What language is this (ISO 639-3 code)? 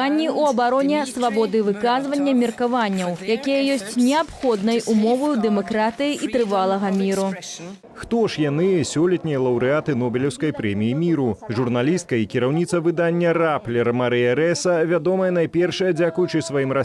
bel